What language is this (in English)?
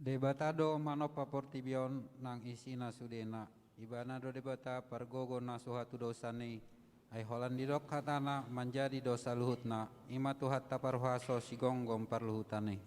Batak Toba